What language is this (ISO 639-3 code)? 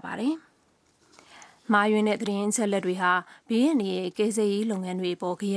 mya